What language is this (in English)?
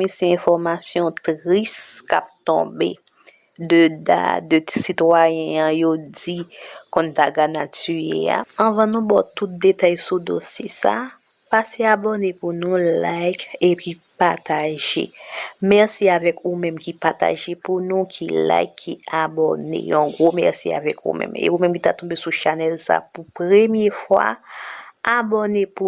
Haitian Creole